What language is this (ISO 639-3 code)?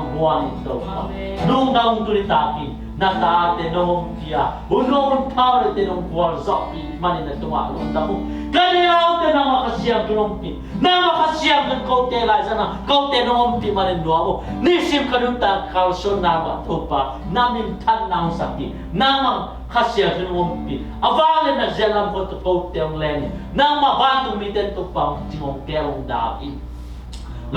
ctd